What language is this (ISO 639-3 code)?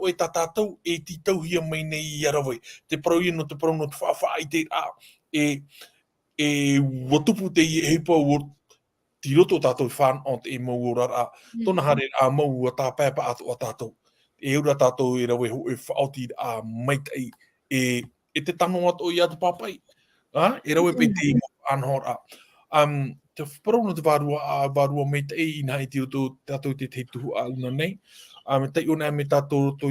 tah